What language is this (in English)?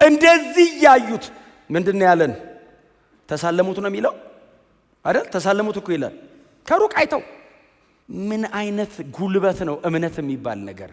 Amharic